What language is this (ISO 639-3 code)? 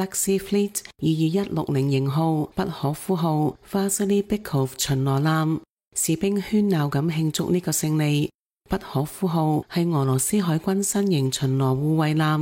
yue